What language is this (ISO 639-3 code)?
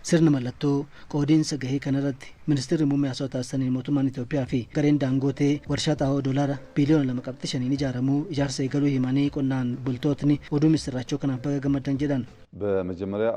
orm